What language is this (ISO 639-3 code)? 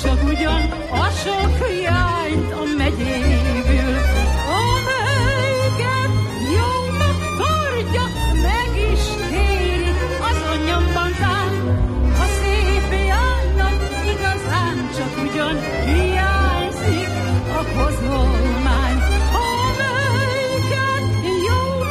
hun